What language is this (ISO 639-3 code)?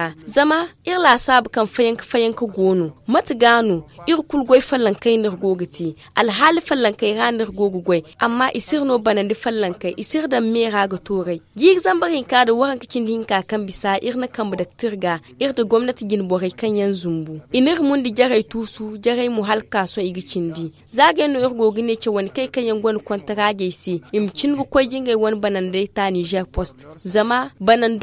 dje